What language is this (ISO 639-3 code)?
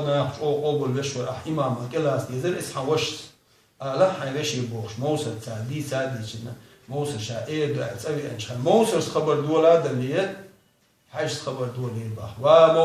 che